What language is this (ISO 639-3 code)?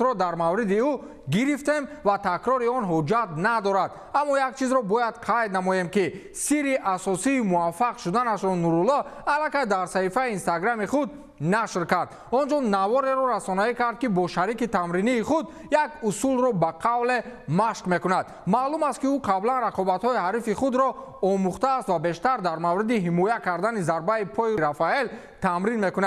tgk